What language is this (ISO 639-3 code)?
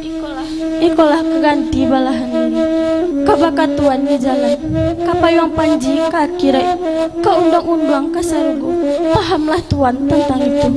min